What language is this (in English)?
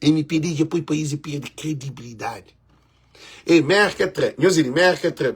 Kabuverdianu